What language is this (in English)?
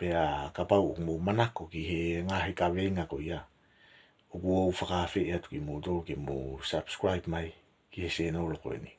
Tongan